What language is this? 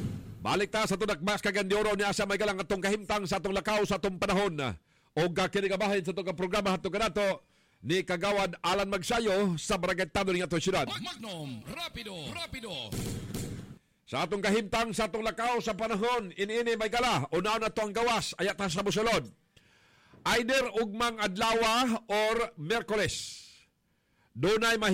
Cebuano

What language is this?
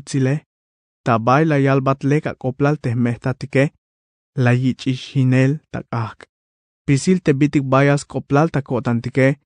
Tzeltal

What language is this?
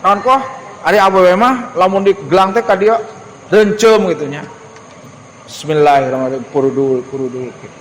Sundanese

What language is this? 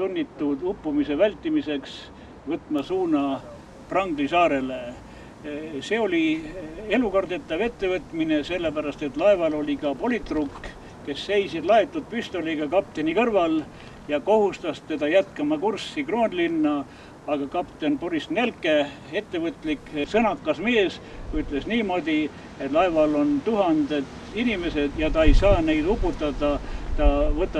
Estonian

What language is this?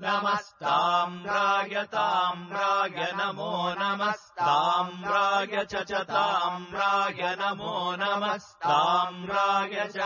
Sanskrit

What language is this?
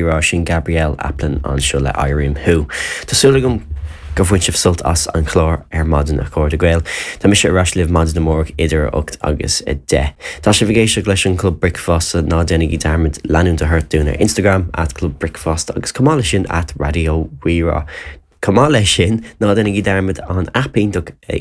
Irish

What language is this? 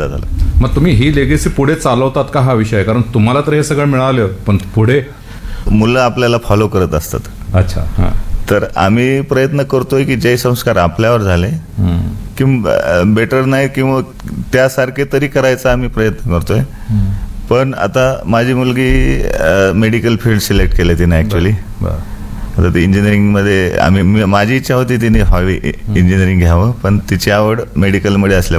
Marathi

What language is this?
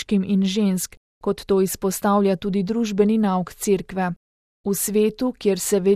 Slovenian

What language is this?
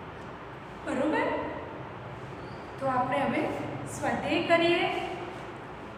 Gujarati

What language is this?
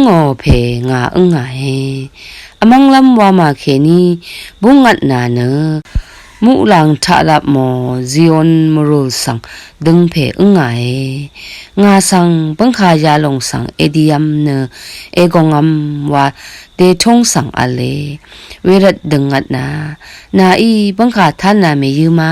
Rawang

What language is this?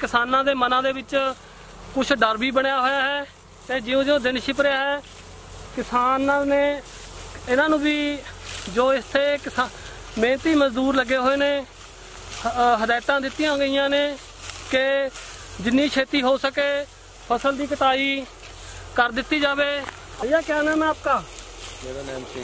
Punjabi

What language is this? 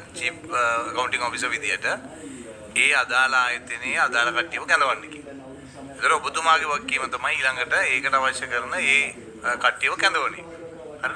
Sinhala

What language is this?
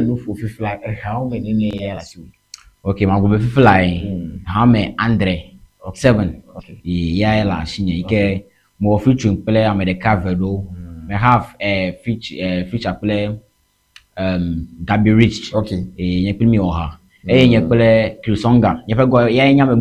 Ewe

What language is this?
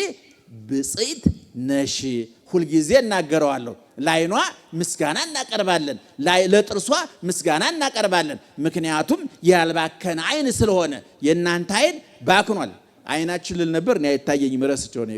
Amharic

